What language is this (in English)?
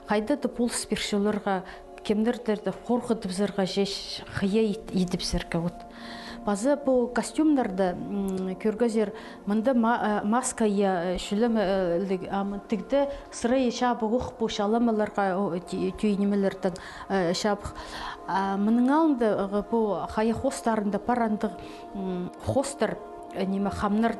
Khakas